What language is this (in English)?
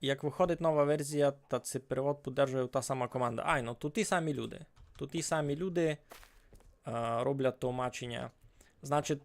Rusyn